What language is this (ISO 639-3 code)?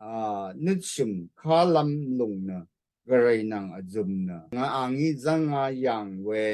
raw